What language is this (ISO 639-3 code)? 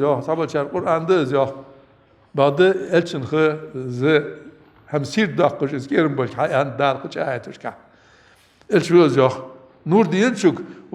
inh